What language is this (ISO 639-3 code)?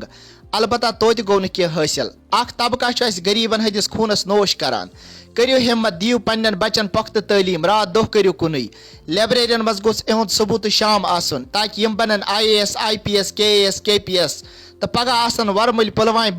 kas